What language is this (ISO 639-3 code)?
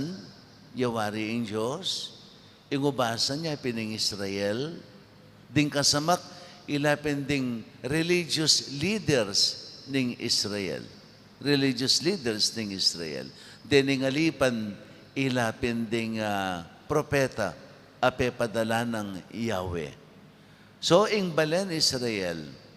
pam